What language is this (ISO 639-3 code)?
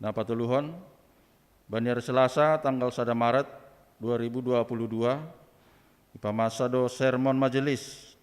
bts